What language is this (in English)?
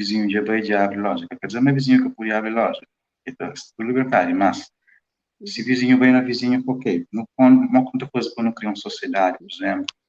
Kabuverdianu